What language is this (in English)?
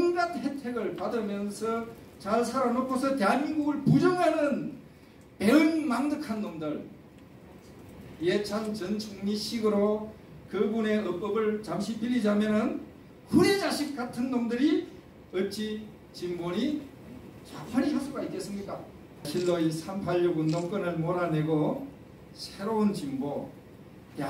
Korean